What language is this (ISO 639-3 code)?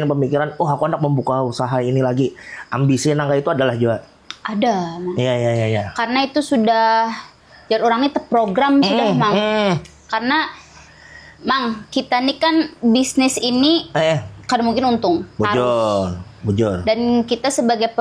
bjn